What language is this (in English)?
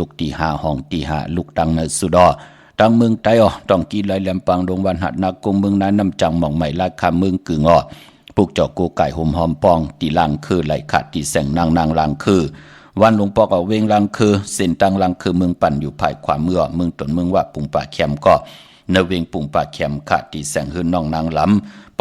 Shan